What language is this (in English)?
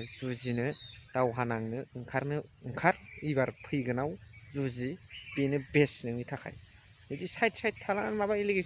Bodo